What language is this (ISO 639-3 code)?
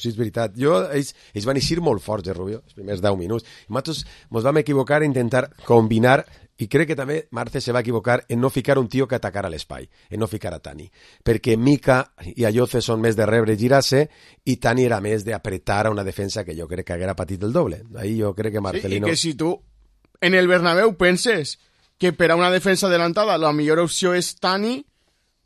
cat